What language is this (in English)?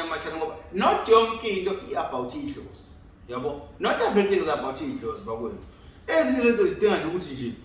Zulu